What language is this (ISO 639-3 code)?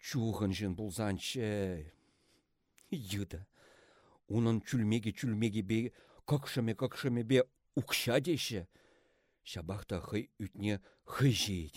chv